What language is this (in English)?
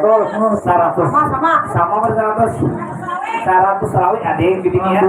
Banjar